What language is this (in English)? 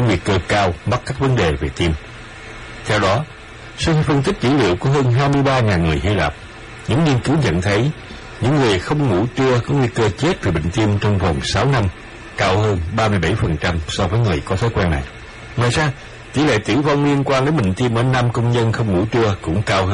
Vietnamese